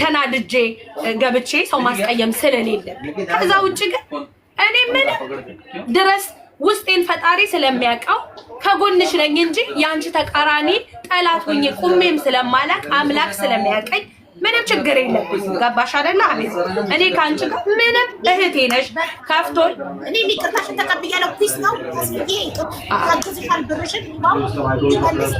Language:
Amharic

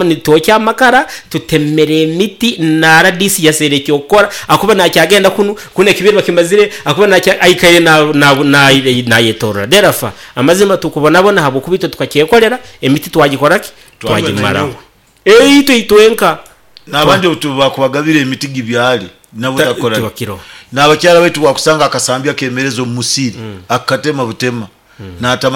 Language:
Nyoro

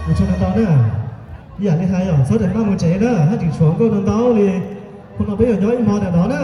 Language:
Hmong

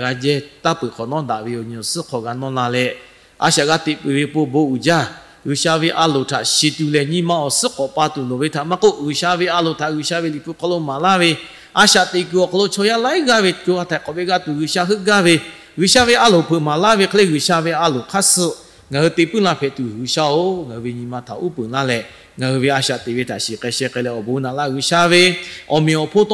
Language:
Lahu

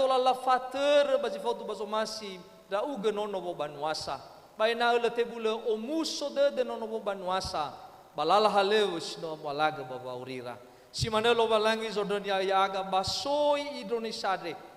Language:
Nias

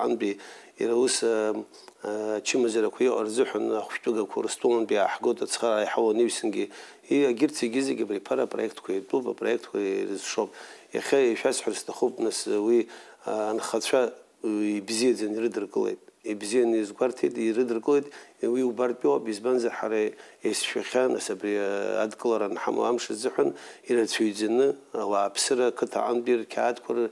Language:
Abkhazian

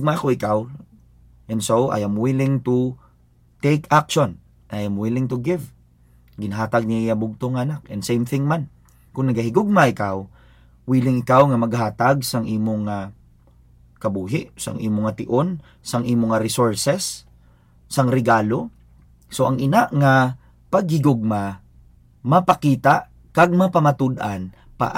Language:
Hiligaynon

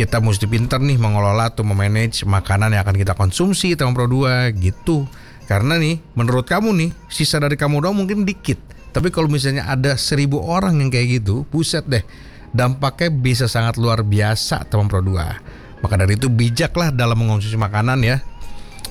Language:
Indonesian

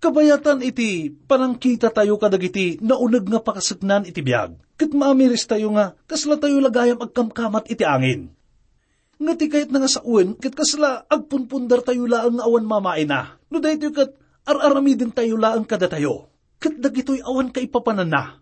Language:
Iloko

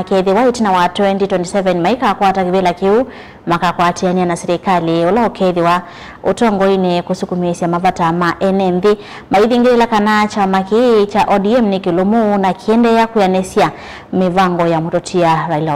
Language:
Kamba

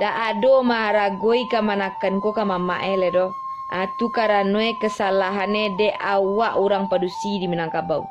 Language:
Minangkabau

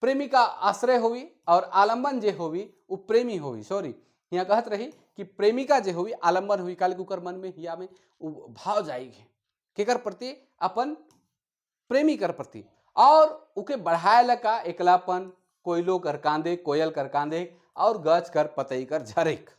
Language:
Sadri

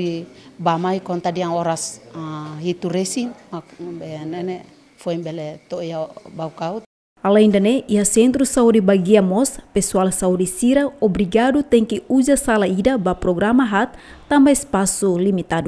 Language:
Tetum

